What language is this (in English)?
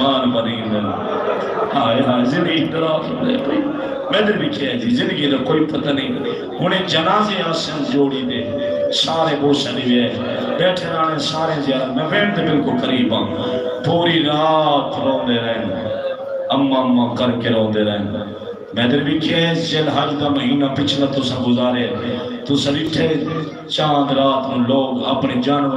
Saraiki